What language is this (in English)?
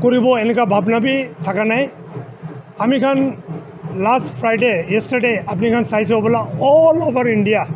Naga Pidgin